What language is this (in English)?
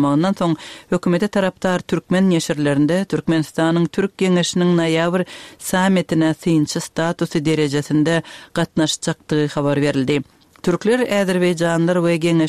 Turkmen